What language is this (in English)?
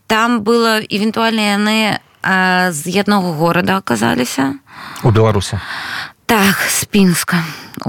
Belarusian